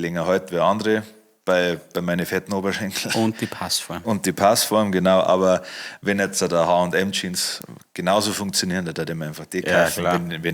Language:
Bavarian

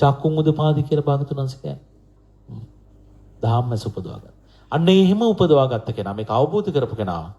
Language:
Sinhala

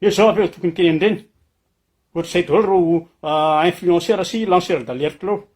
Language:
Malagasy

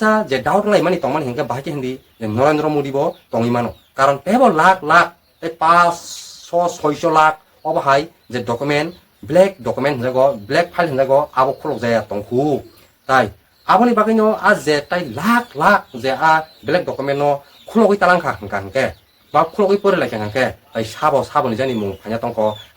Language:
Kok Borok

